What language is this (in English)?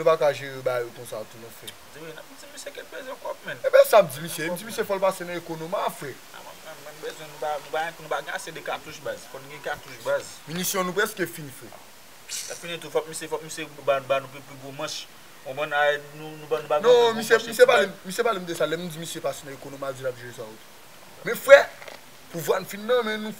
Haitian Creole